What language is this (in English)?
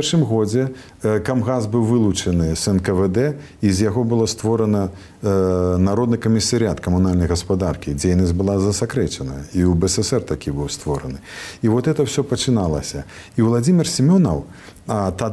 Belarusian